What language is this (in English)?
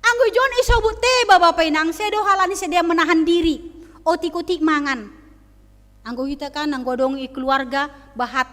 Batak Simalungun